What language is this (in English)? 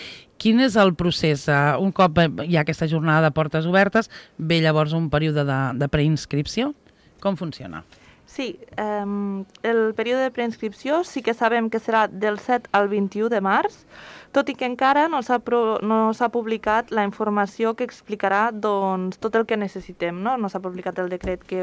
Catalan